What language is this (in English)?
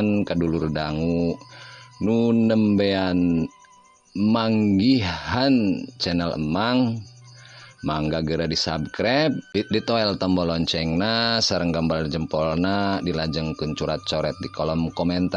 Sundanese